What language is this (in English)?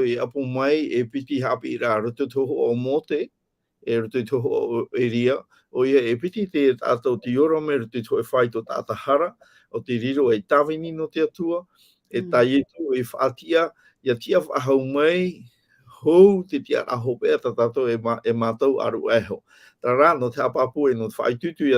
Tahitian